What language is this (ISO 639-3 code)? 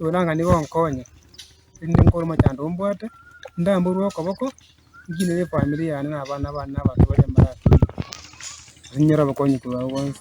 guz